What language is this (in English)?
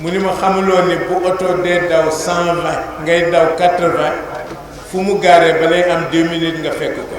Wolof